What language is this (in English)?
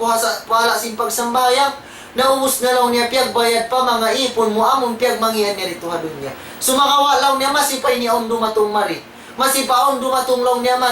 Tausug